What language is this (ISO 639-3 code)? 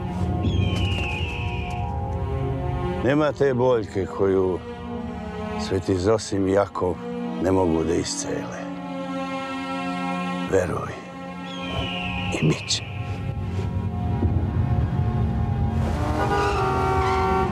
srp